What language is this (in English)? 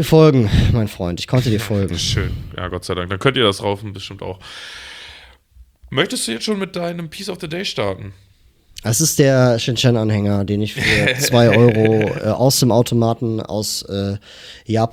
German